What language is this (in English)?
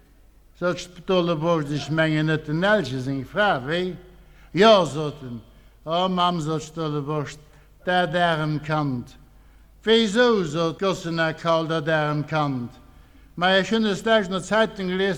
Luxembourgish